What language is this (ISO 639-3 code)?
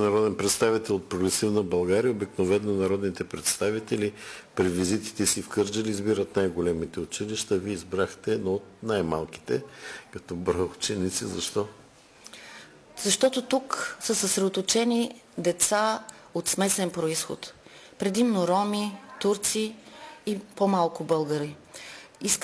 bul